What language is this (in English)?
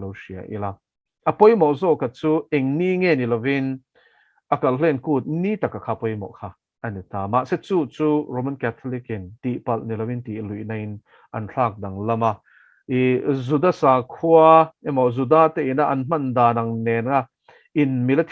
Mizo